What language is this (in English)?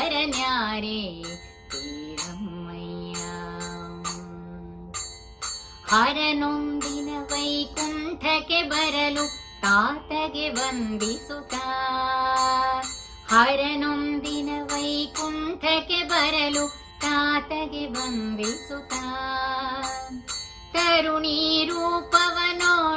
Kannada